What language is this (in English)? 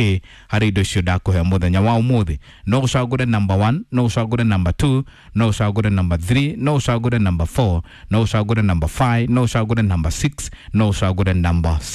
Kikuyu